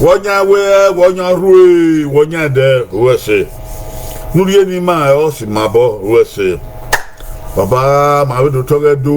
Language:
Bini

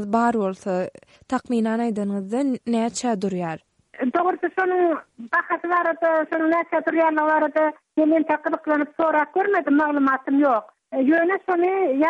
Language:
Turkmen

